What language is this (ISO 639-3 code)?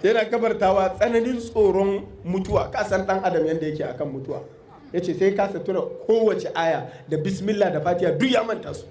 hau